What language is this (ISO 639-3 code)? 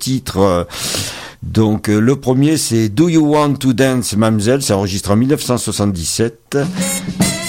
fra